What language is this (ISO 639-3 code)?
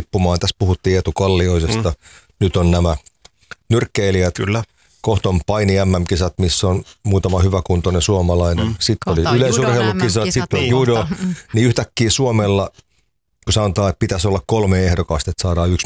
fin